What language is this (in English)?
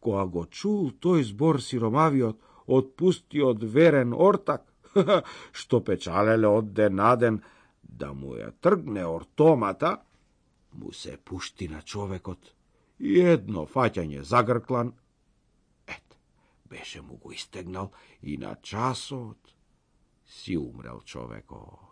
Macedonian